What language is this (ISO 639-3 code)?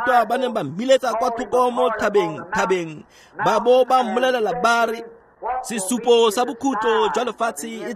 tsn